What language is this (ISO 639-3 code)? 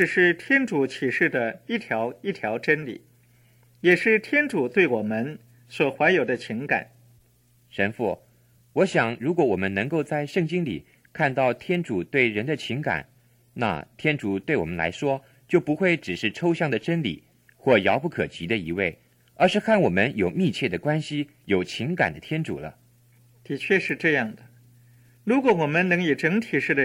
zho